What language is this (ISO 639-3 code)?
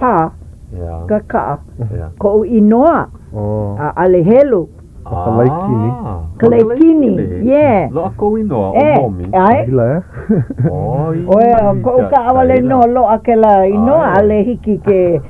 haw